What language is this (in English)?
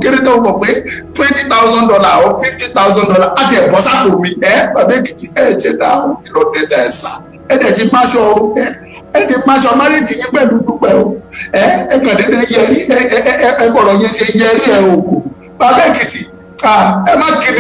Yoruba